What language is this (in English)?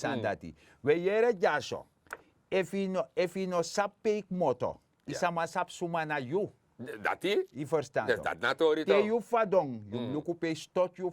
Sranan Tongo